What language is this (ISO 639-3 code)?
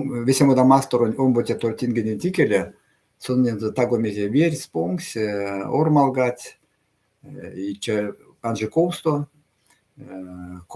myv